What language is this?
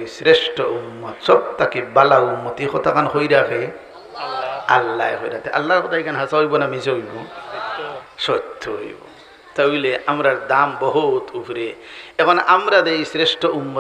Sylheti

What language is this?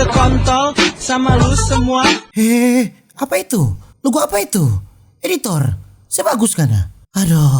Manado Malay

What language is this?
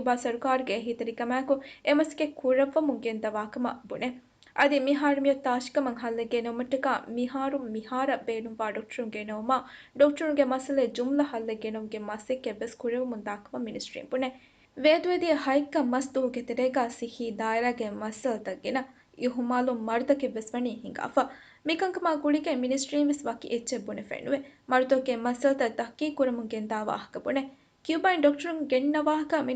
Divehi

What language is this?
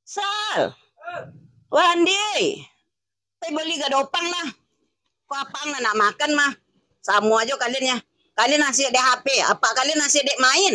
Minangkabau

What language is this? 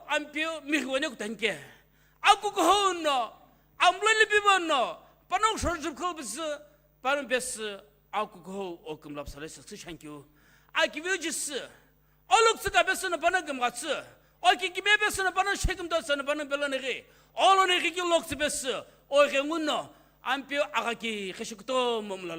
Sumi Naga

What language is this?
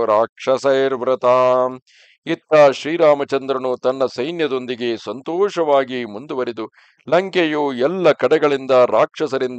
Kannada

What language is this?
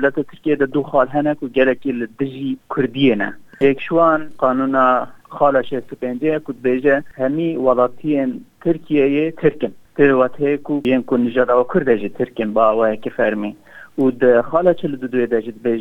Kurdish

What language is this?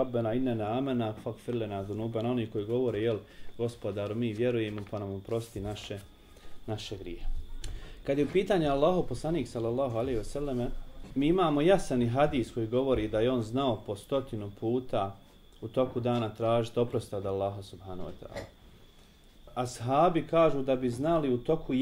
Bosnian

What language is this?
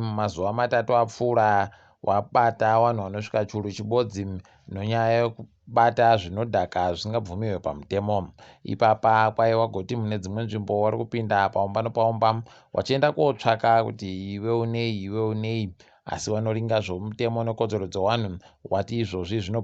Ndau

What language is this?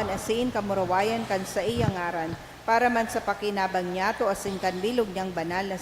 Bikol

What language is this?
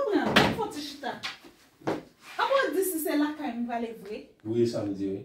Haitian Creole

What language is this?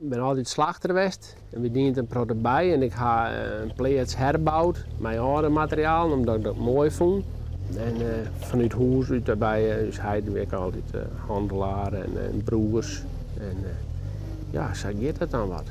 Western Frisian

